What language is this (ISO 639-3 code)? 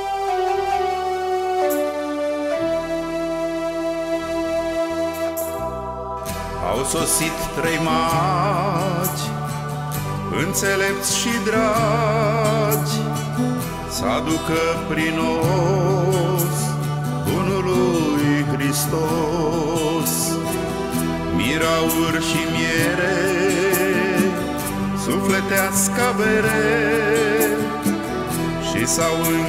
ron